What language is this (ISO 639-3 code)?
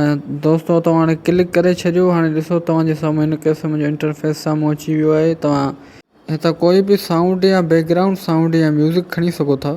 snd